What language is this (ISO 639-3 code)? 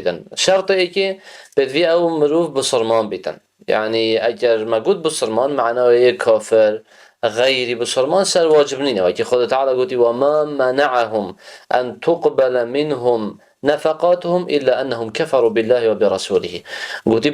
kur